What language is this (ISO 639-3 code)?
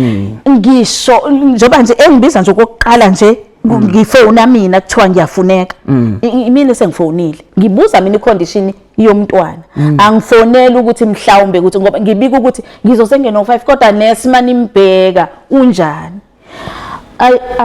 zul